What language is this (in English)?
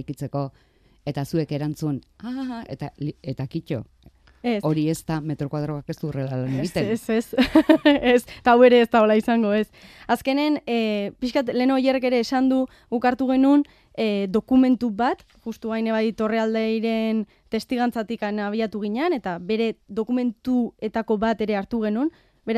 Basque